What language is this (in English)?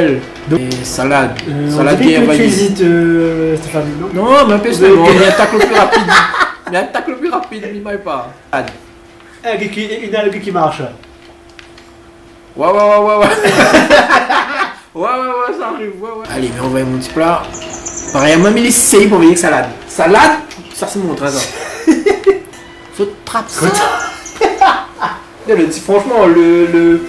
French